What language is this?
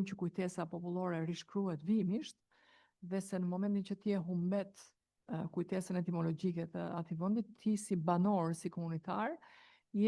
Albanian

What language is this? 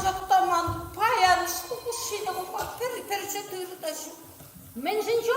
Chuvash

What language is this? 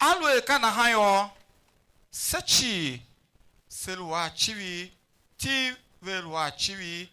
Tiv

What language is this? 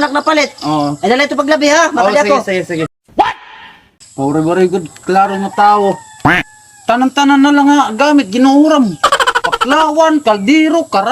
Waray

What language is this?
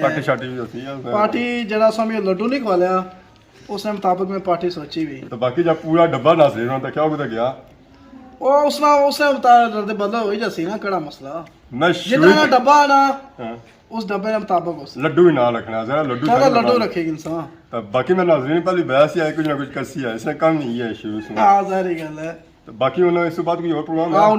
Pahari-Potwari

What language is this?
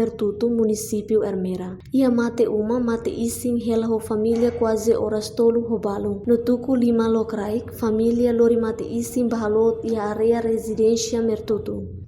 Tetum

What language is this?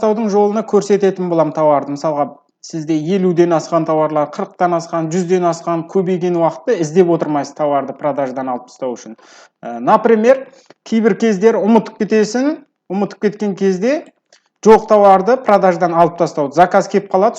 Kazakh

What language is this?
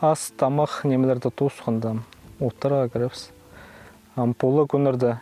Khakas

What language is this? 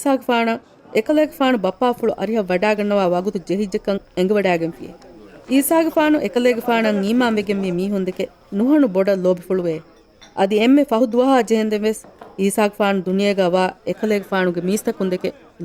Divehi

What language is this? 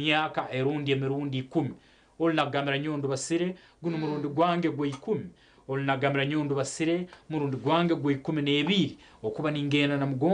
Nyankole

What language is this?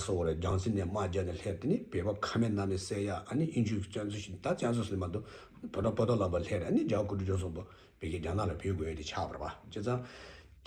Tibetan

